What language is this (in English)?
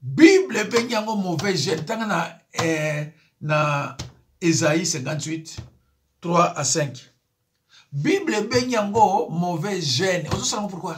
Lingala